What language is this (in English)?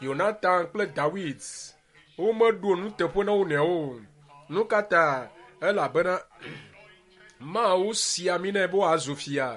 Ewe